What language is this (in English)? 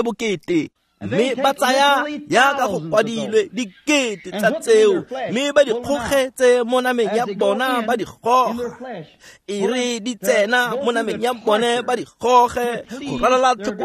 Tswana